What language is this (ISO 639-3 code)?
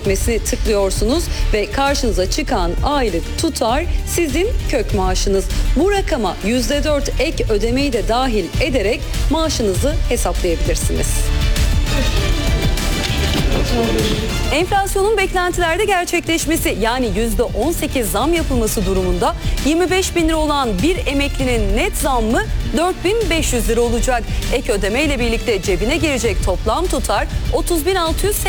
tur